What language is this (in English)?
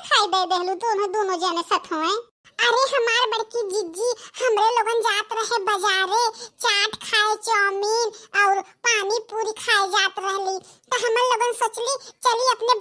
Bhojpuri